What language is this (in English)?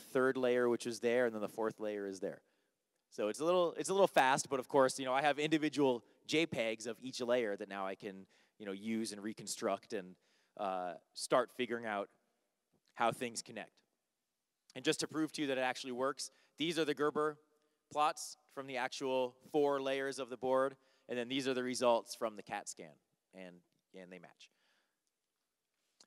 English